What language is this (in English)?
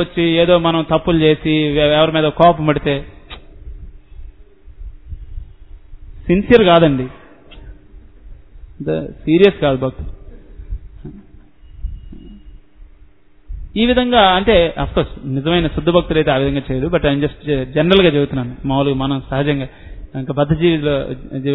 Telugu